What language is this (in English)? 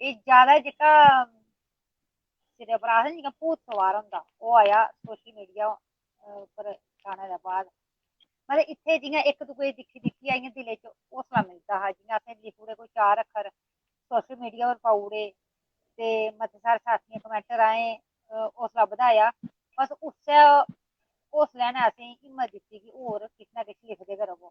Dogri